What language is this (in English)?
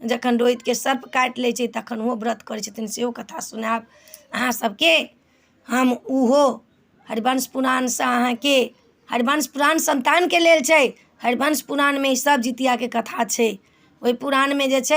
Maithili